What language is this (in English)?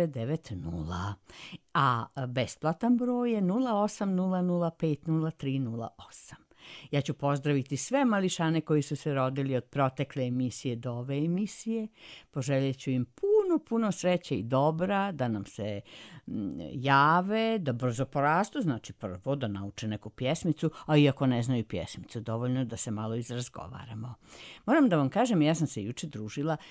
Serbian